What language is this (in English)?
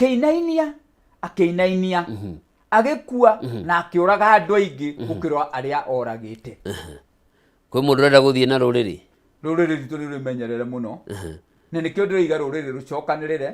Kikuyu